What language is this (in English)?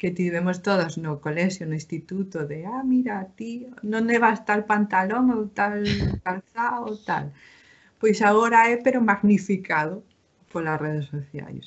Galician